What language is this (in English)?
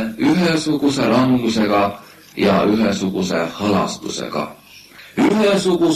Estonian